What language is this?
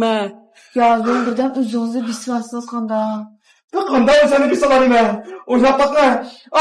Uyghur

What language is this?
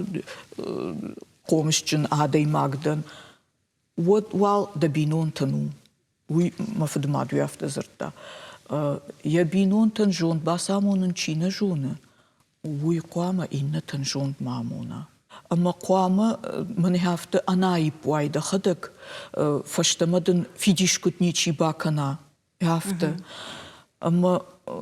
Ossetic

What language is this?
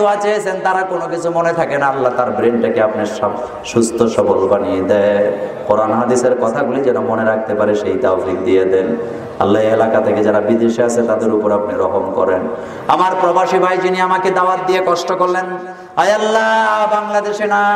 Bangla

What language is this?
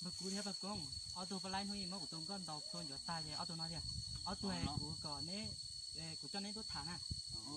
Hmong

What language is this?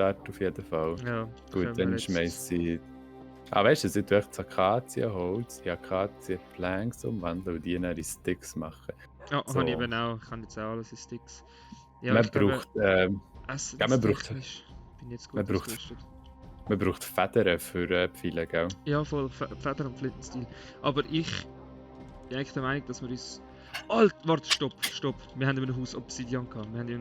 Swiss German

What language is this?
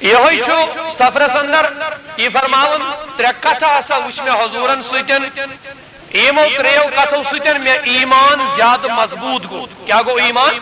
Kashmiri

